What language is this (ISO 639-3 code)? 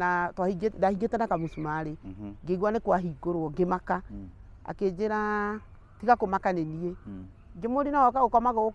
kik